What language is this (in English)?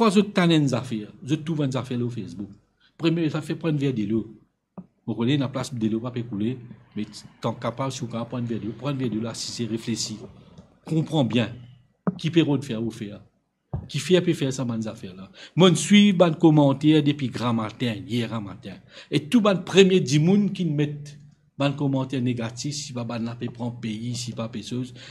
Morisyen